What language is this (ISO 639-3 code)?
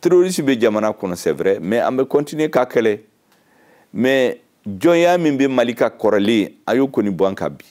bam